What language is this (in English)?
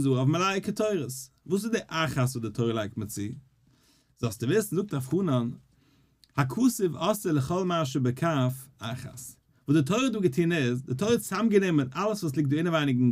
Yiddish